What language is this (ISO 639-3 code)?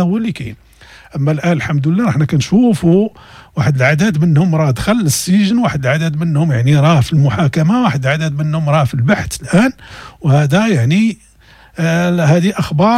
ary